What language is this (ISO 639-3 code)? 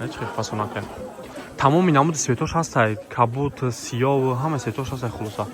tgk